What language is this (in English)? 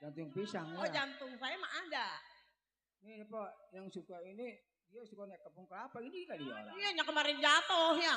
Betawi